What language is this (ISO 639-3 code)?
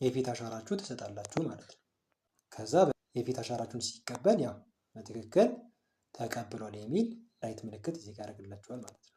amh